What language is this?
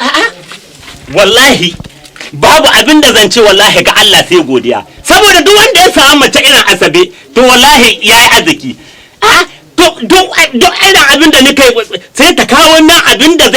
Hausa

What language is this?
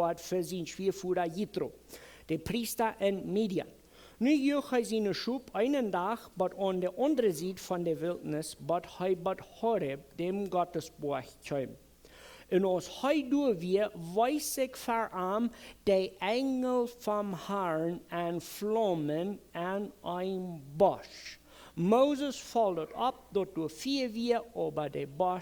Plautdietsch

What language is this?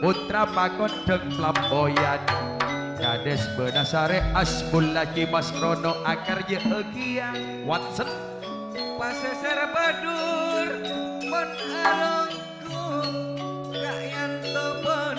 Madurese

